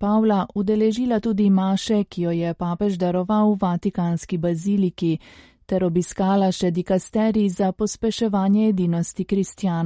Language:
Slovenian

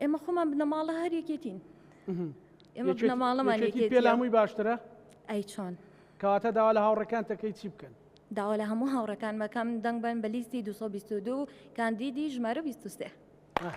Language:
Central Kurdish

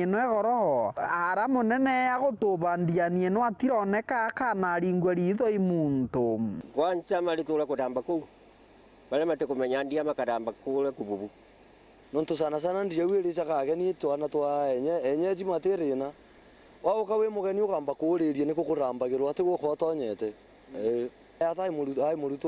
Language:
Meru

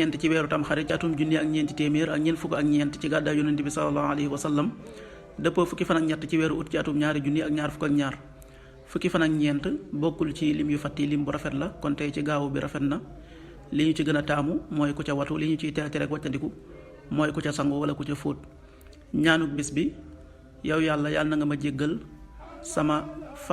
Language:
Wolof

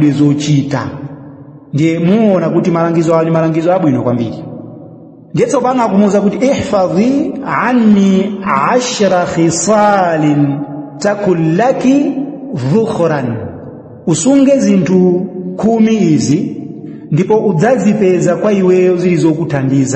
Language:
Nyanja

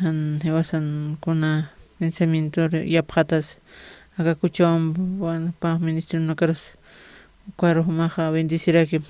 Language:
Aymara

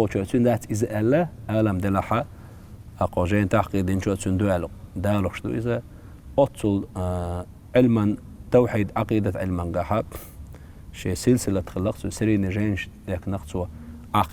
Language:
Chechen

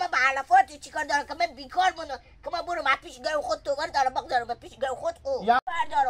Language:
Hazaragi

